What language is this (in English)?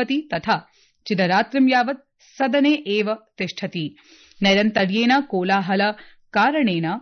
Sanskrit